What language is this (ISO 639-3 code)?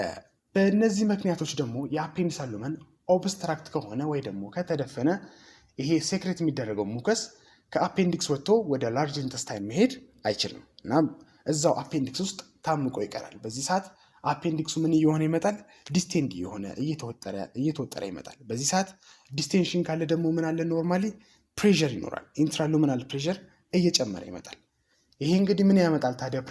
amh